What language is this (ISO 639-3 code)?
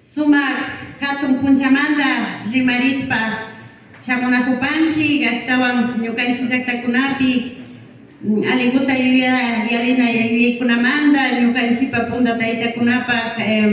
qvi